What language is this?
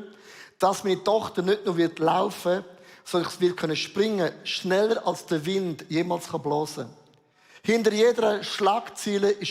Swiss German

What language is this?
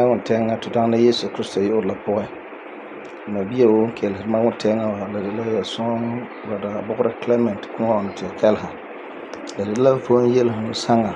Frafra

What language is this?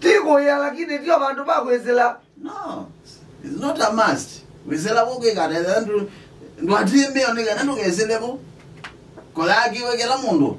Kamba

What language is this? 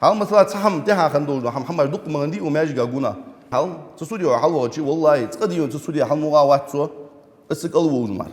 Ingush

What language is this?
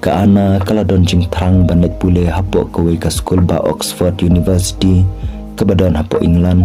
Khasi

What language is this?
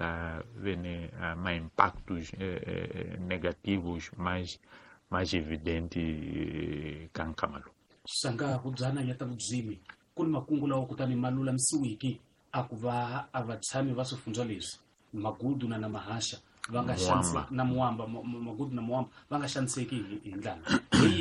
Tsonga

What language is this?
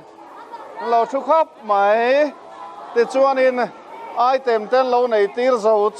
Mizo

